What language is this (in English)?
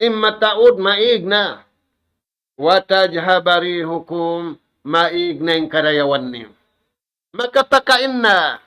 Tausug